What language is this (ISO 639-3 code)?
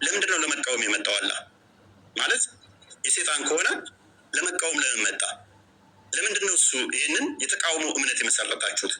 amh